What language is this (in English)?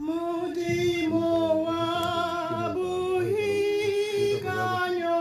Tswana